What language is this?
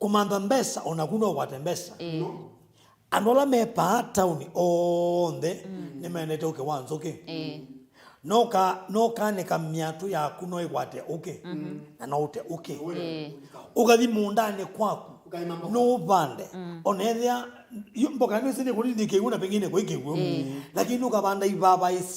Kamba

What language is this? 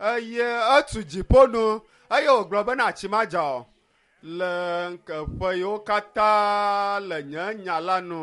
Ewe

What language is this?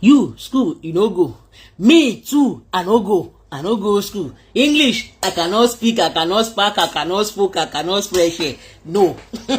Yoruba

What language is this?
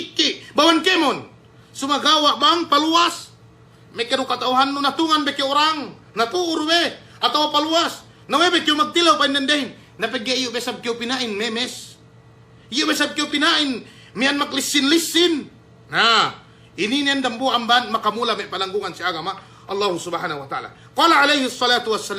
Yakan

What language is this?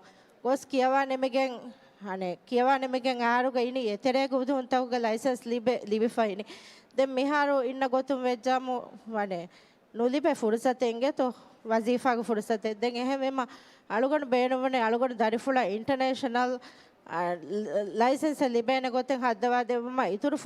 Divehi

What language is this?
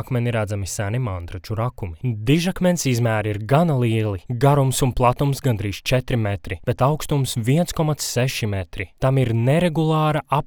Latvian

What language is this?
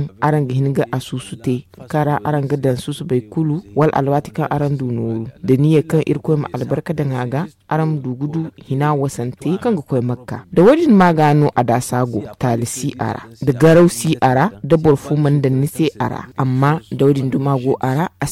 Zarma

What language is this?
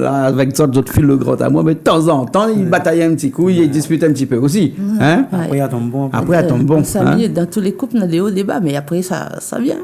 Réunion Creole French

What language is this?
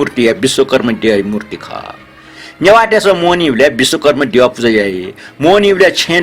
Newari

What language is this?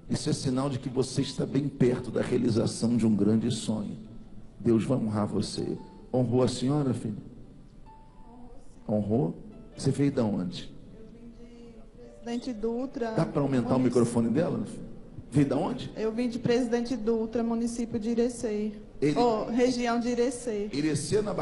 Portuguese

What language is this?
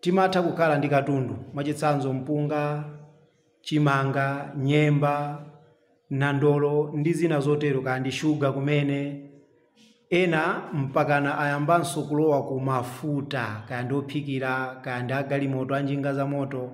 Nyanja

